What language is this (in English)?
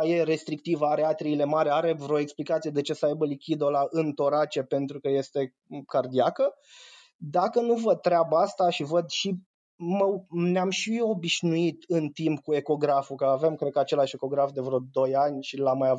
Romanian